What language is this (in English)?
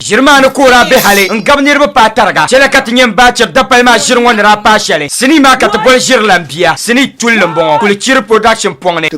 Dagbani